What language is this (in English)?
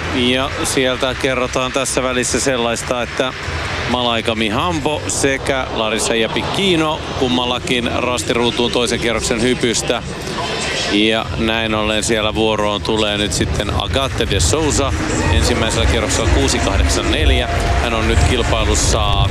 Finnish